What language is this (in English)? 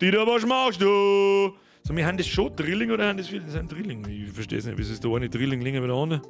Bavarian